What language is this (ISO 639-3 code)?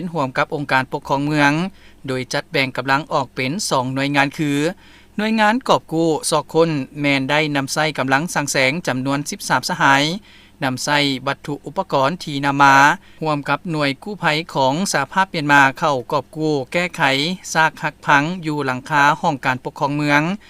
lao